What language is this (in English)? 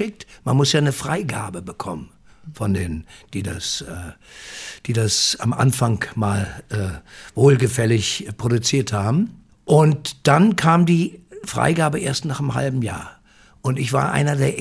German